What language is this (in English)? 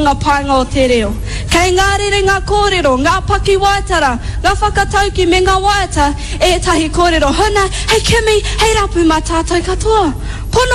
Māori